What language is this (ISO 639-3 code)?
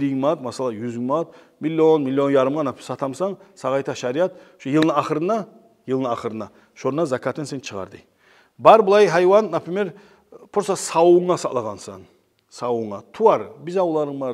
kum